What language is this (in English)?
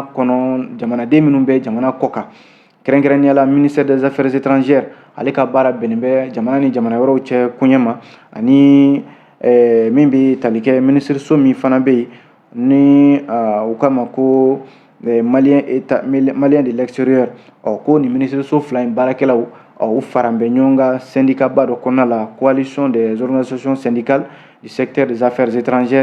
Bambara